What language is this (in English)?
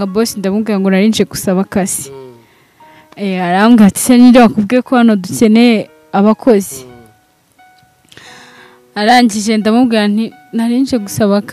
Kinyarwanda